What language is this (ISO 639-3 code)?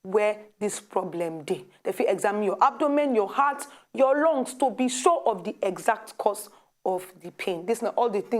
pcm